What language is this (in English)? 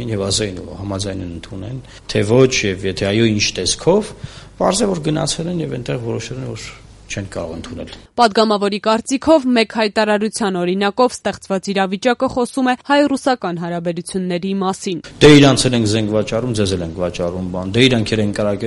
Armenian